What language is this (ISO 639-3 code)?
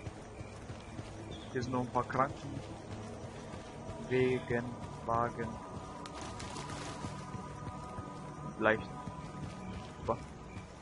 deu